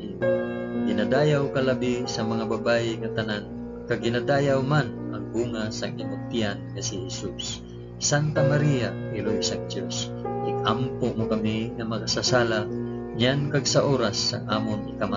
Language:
Hiligaynon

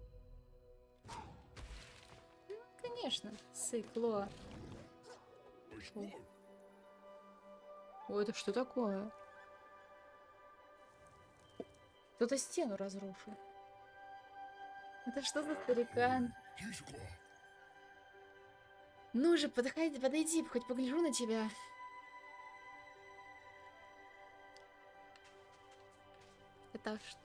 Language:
Russian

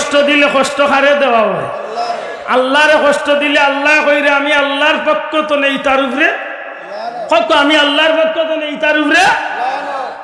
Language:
Sylheti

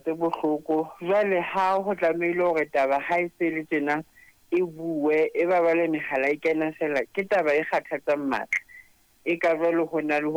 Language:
Southern Sotho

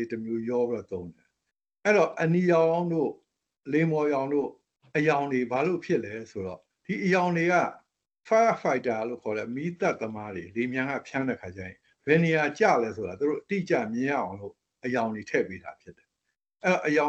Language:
Burmese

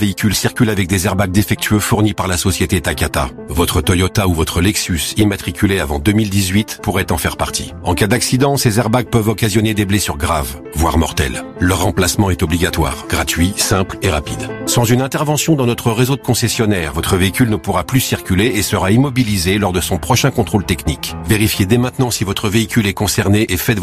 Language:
French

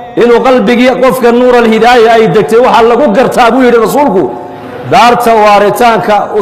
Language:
Somali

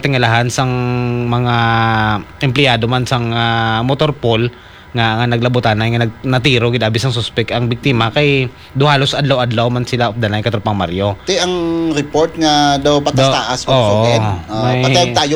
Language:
Hiligaynon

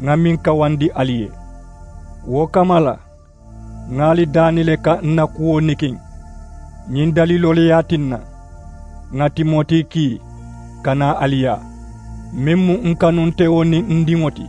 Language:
Mandingo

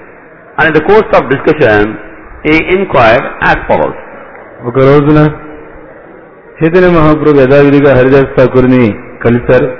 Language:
Telugu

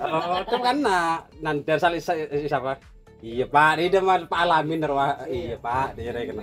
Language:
Madurese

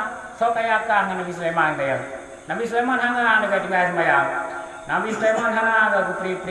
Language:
Achinese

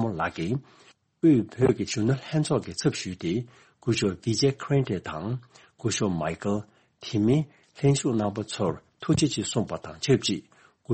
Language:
Tibetan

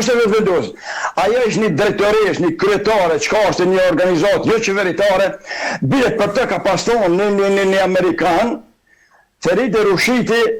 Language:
Albanian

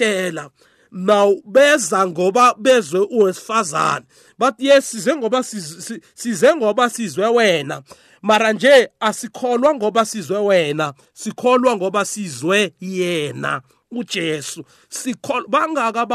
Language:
South Ndebele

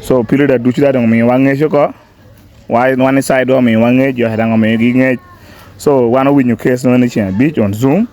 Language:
Lango (Uganda)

